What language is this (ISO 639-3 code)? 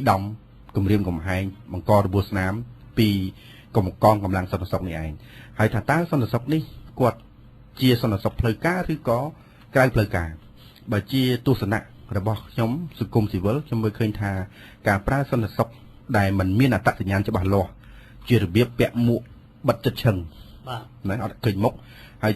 khm